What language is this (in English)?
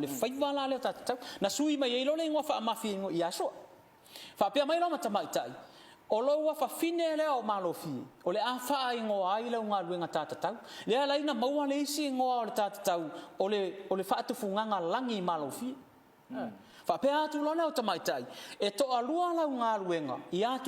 Samoan